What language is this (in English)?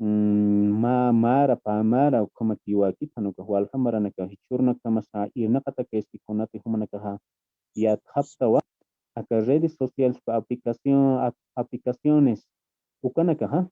Aymara